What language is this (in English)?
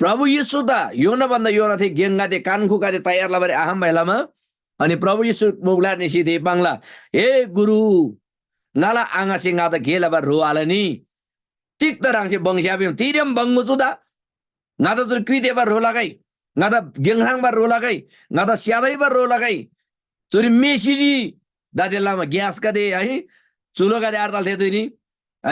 Eastern Tamang